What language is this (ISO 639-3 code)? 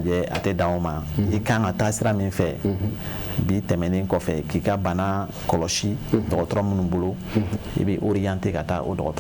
bam